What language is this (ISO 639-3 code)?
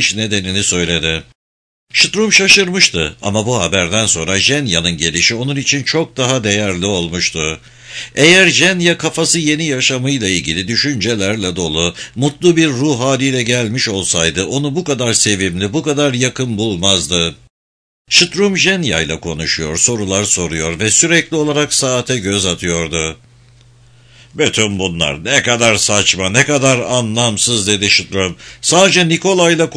tur